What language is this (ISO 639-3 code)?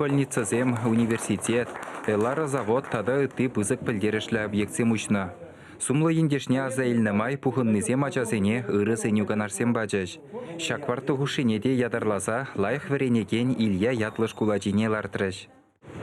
chv